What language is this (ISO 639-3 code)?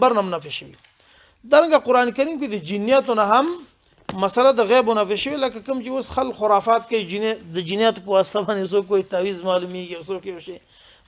pus